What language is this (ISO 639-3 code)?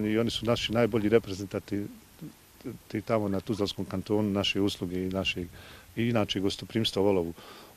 bos